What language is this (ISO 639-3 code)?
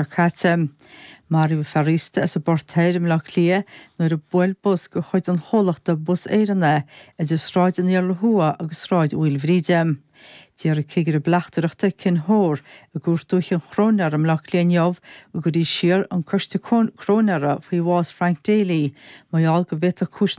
gle